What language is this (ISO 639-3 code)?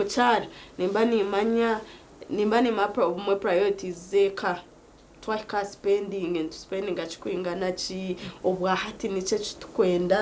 nyn